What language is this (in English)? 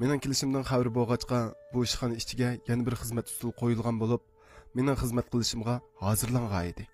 Uyghur